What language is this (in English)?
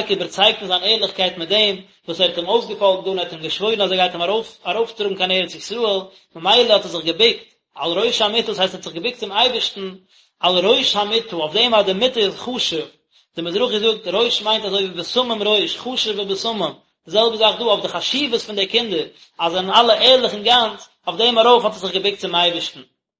Yiddish